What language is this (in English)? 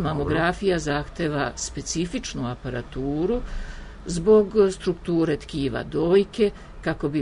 Serbian